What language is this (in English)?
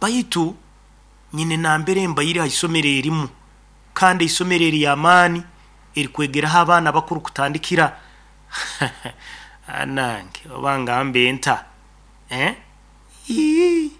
Nyoro